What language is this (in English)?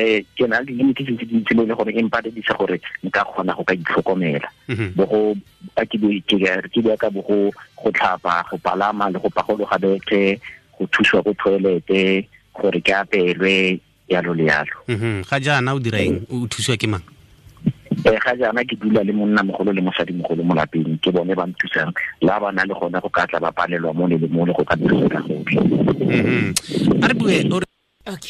Tswana